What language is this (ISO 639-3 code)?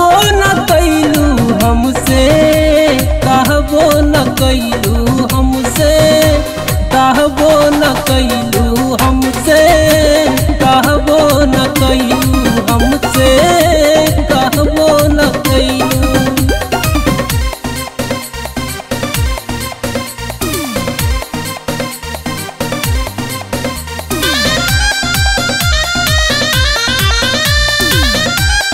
bho